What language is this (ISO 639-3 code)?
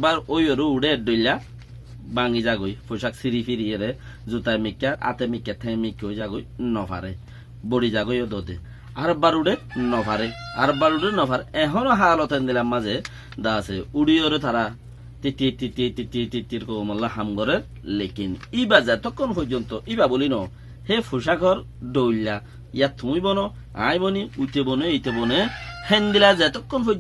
rhg